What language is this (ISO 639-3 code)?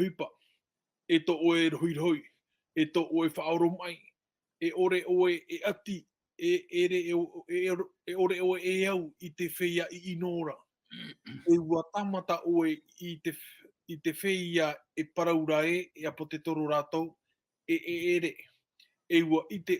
tah